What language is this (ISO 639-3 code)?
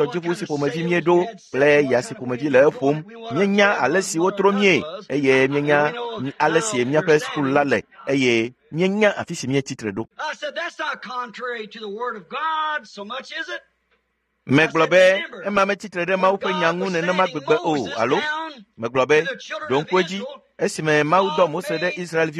ewe